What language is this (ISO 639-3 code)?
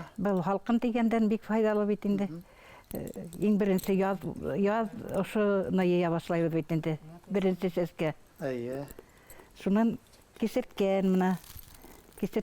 bak